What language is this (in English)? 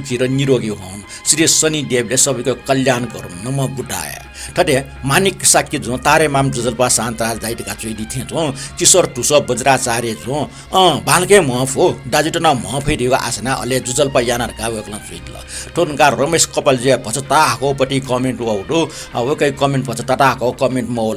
Newari